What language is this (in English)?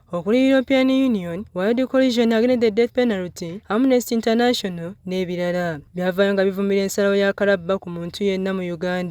Ganda